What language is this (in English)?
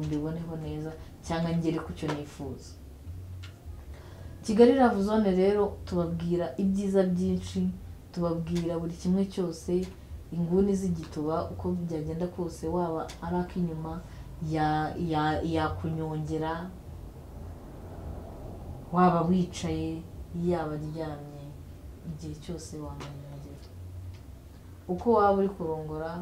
Kinyarwanda